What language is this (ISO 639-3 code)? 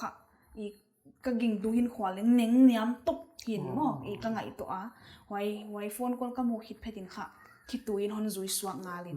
pck